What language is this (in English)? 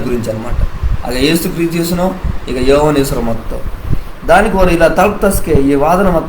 Koya